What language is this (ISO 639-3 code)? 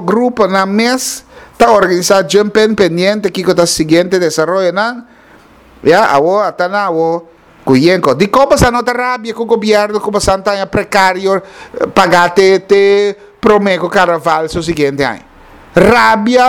pap